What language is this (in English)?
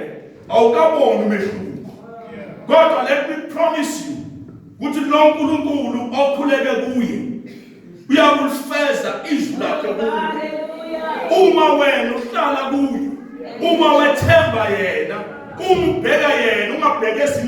Zulu